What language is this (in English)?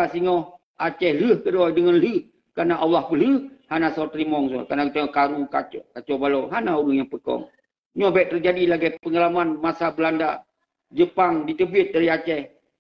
Achinese